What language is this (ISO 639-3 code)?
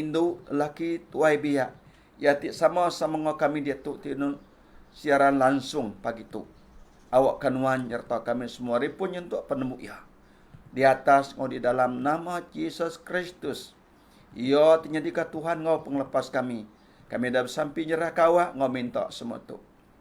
iba